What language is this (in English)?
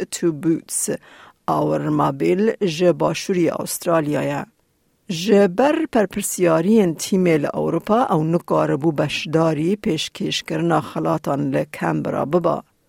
Kurdish